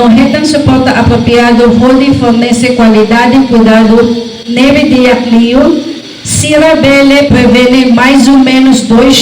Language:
Tetum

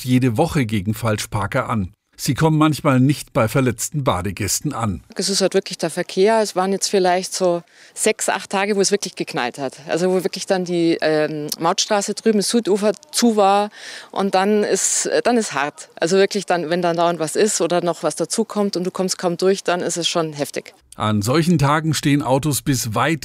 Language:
German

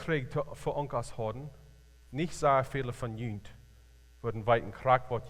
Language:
Plautdietsch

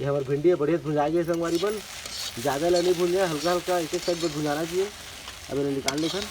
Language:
Chhattisgarhi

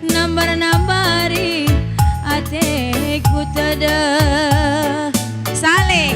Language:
Batak Karo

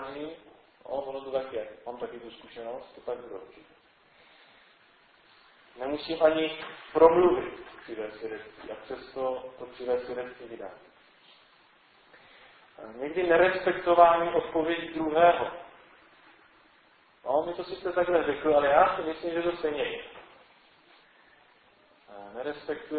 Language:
Czech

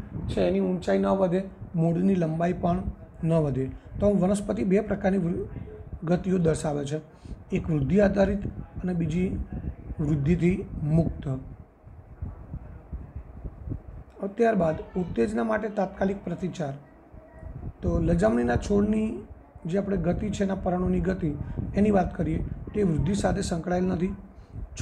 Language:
Gujarati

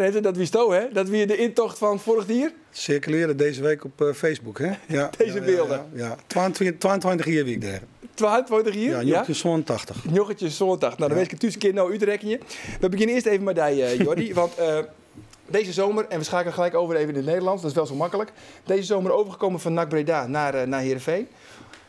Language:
Western Frisian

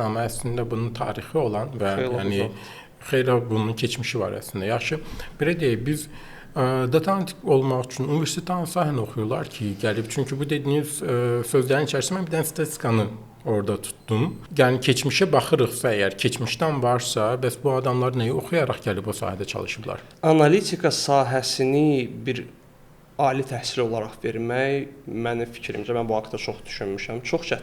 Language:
Azerbaijani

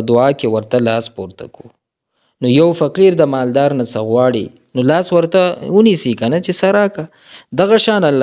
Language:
Pashto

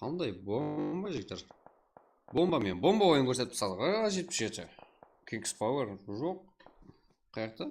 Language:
Kara-Kalpak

